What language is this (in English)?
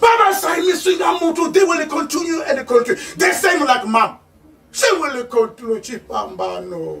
Venda